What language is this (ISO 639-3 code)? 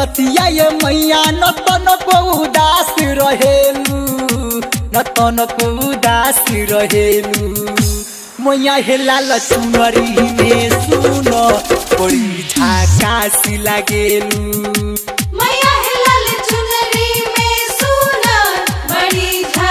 bho